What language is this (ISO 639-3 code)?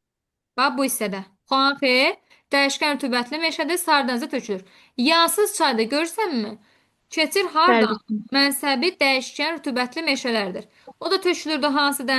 aze